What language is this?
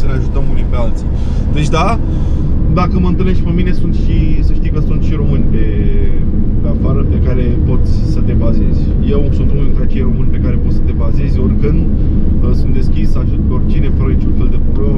Romanian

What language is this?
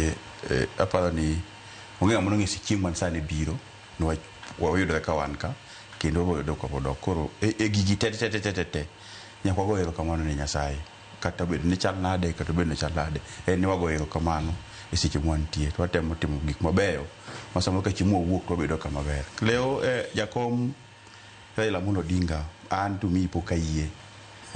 Luo (Kenya and Tanzania)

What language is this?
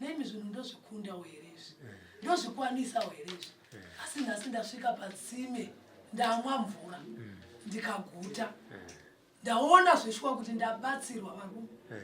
Shona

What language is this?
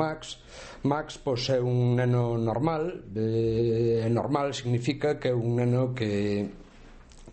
Galician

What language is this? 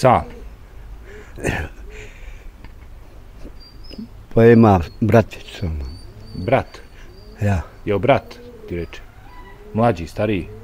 Bosnian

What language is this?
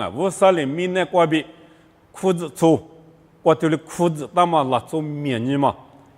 Lisu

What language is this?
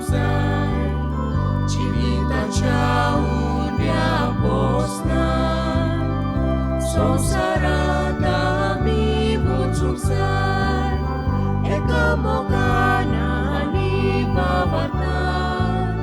Konkani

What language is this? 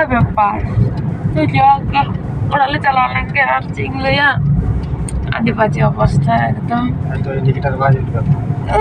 Santali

